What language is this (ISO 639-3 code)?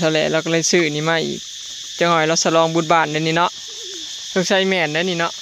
lao